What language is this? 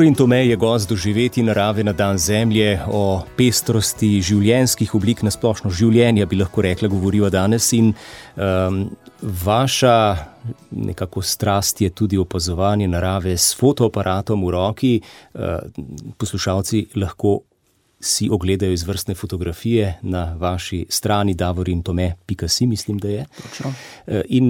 Slovenian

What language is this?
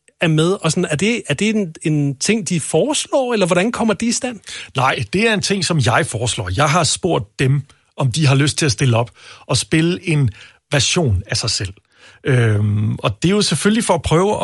Danish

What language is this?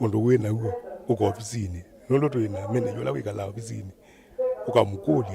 Kamba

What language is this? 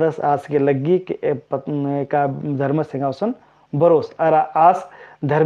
Kurukh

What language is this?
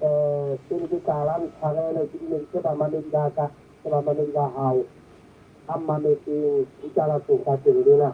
Southern Sotho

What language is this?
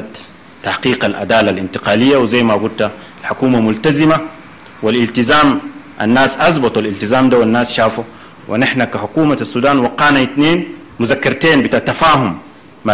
Sudanese Arabic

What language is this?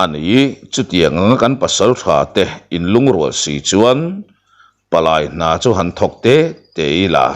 Mizo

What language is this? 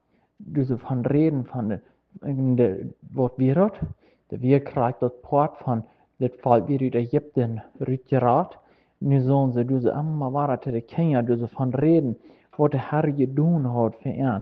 Plautdietsch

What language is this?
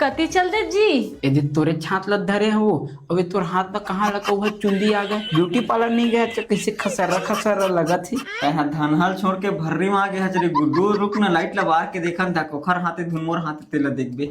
Chhattisgarhi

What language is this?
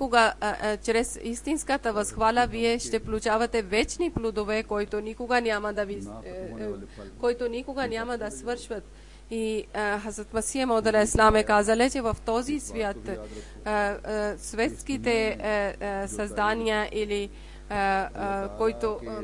Bulgarian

